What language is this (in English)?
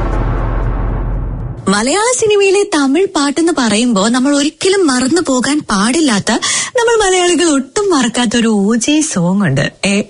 Malayalam